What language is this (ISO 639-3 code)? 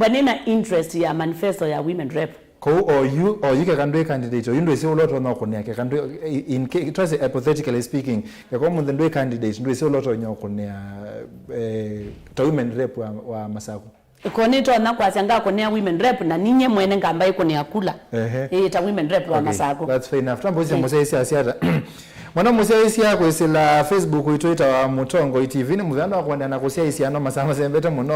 kam